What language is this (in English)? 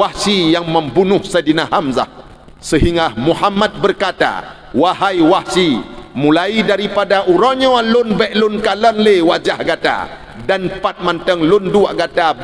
Achinese